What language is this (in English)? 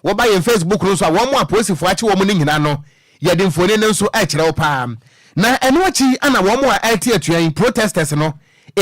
Akan